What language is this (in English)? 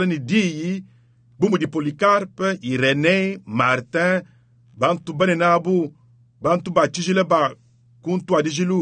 Luba-Lulua